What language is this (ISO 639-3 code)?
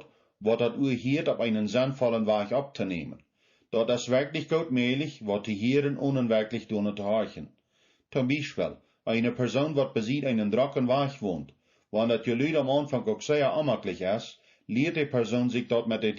pdt